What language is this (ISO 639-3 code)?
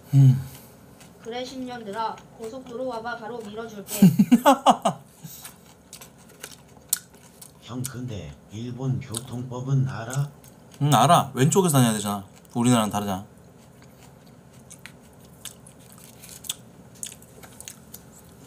kor